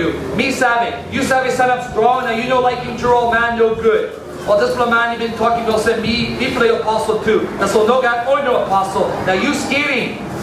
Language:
Tok Pisin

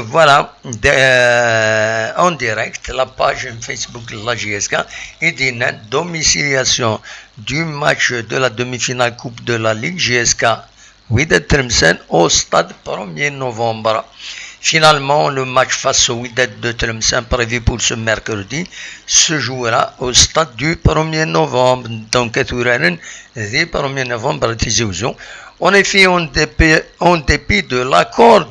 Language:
Kabyle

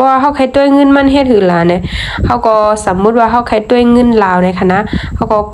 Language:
Shan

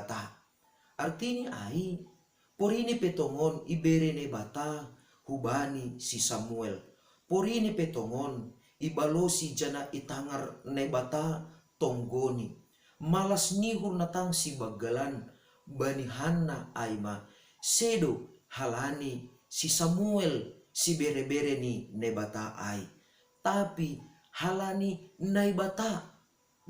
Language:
Batak Simalungun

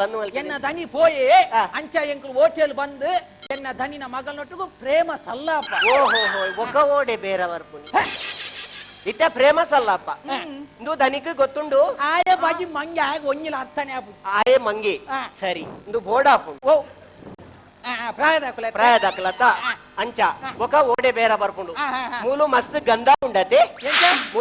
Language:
Tulu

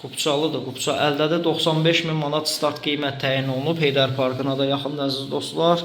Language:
Azerbaijani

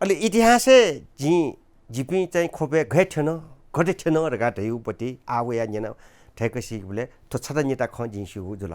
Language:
Newari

